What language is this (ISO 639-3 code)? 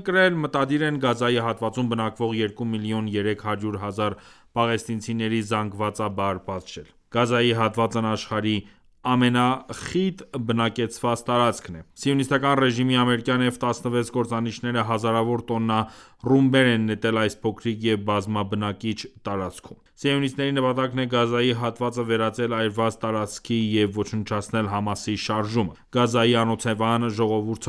hye